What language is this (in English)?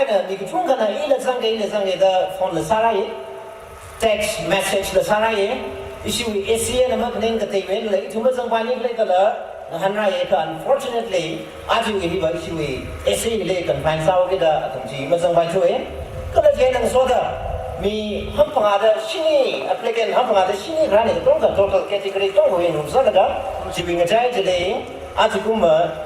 Tangkhul Naga (India)